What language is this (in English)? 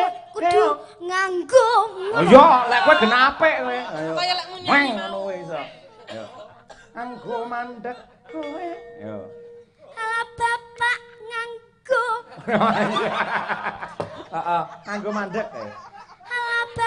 Javanese